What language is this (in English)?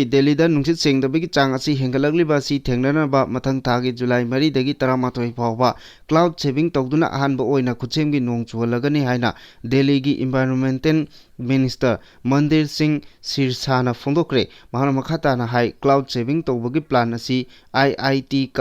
Manipuri